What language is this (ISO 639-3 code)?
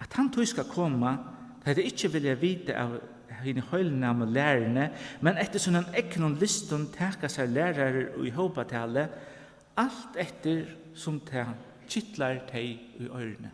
fao